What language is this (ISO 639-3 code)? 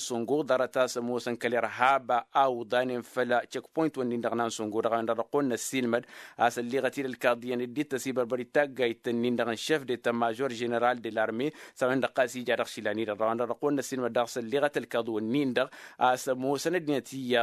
taq